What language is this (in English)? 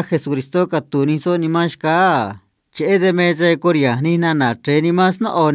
Copala Triqui